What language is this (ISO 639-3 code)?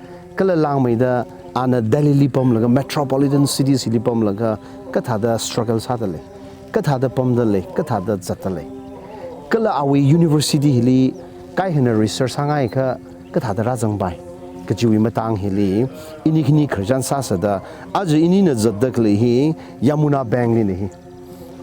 nmf